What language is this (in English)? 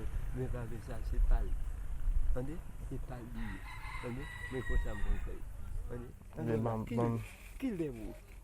Haitian Creole